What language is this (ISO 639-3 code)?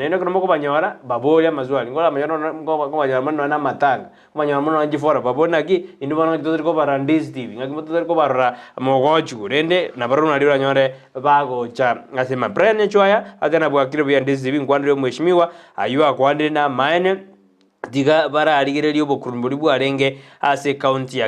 guz